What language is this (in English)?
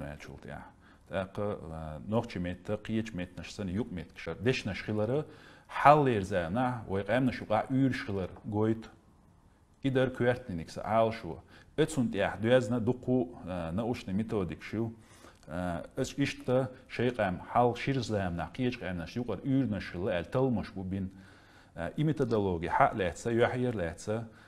Chechen